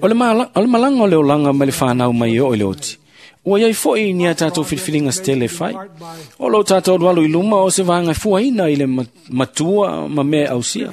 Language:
Samoan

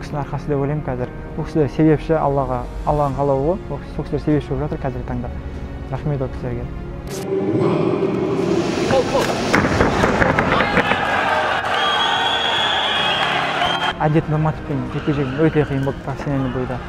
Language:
Kazakh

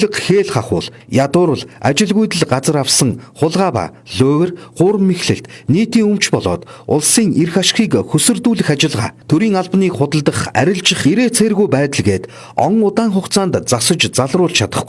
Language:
Mongolian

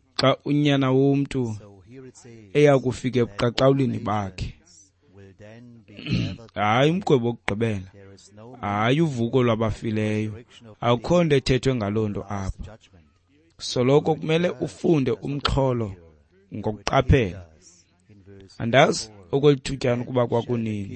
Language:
Xhosa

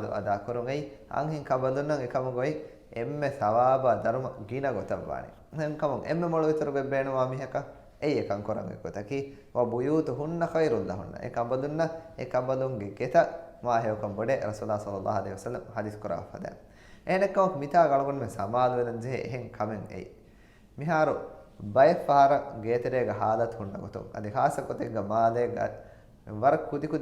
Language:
Divehi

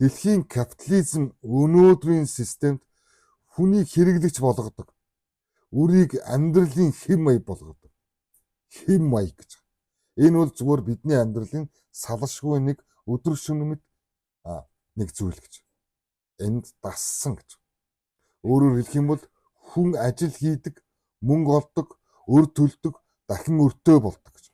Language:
Mongolian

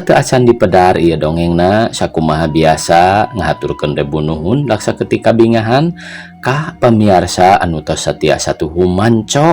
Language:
Sundanese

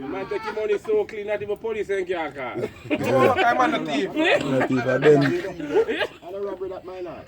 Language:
Jamaican Creole English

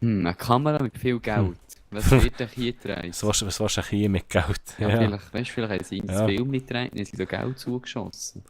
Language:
Swiss German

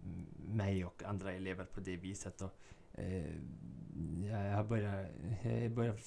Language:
Swedish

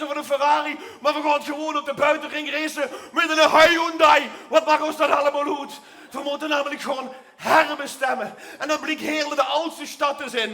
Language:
Limburgish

